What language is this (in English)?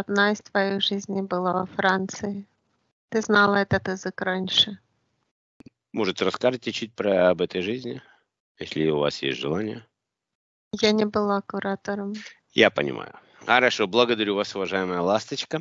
Russian